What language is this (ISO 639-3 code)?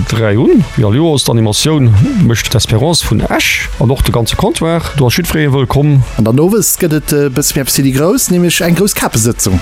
ltz